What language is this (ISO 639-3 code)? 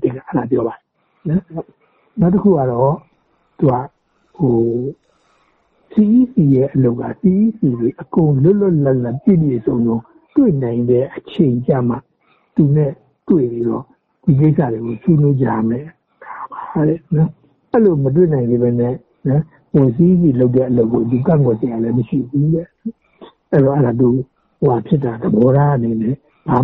mya